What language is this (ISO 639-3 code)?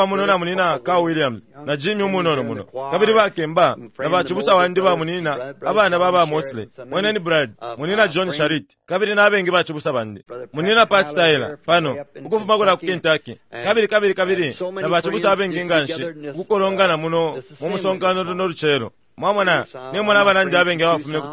bem